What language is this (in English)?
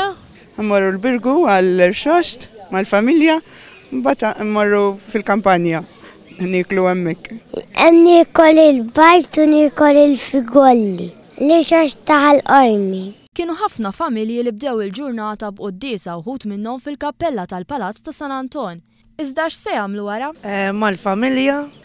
Maltese